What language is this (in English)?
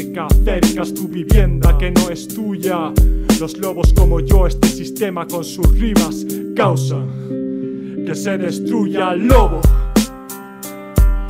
Spanish